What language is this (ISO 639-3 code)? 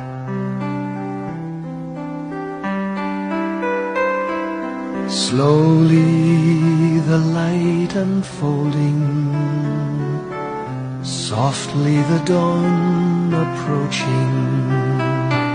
eng